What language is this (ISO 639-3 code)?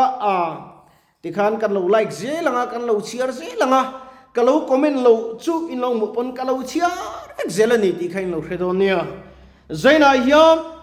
lus